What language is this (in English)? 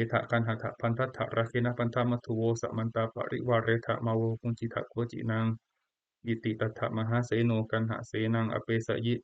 Pali